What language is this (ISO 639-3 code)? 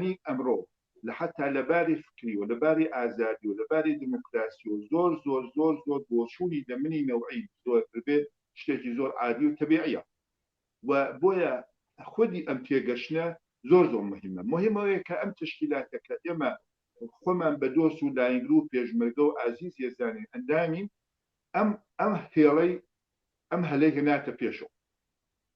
ckb